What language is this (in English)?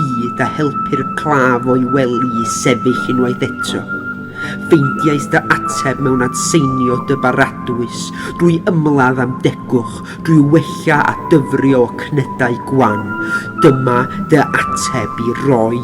Welsh